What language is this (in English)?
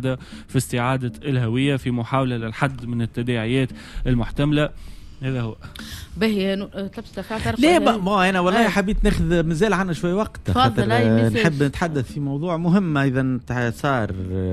Tunisian Arabic